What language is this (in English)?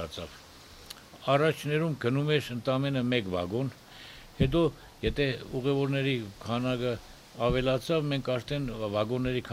Armenian